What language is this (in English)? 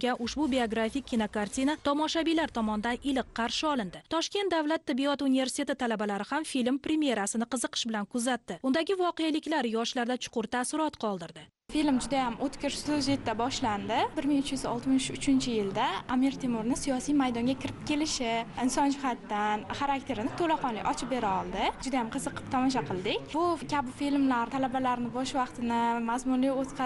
Uzbek